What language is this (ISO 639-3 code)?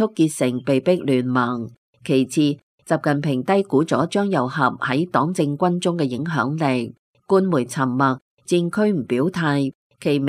yue